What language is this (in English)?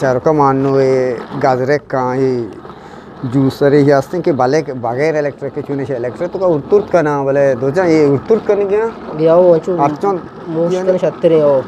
Eastern Balochi